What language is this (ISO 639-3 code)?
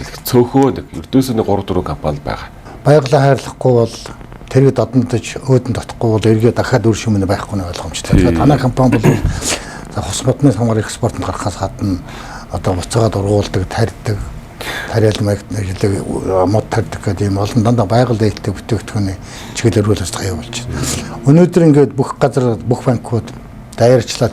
mon